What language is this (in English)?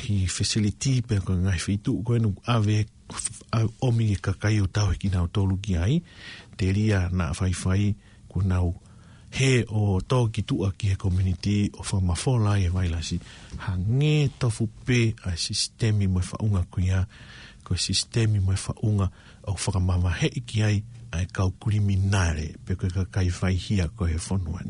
Tongan